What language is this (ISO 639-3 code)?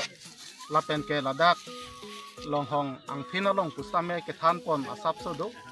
mjw